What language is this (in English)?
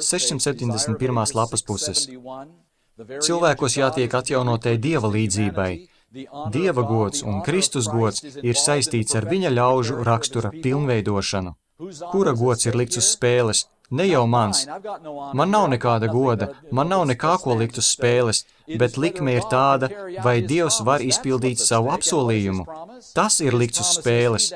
Latvian